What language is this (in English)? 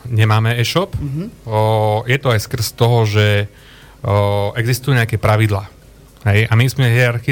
Slovak